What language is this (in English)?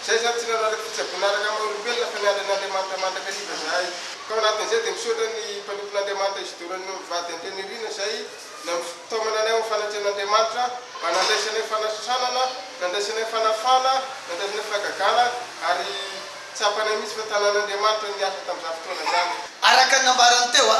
Malagasy